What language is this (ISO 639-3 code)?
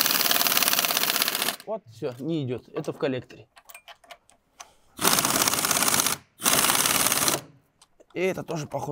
rus